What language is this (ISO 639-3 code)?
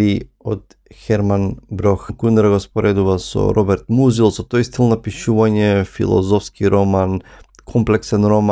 mkd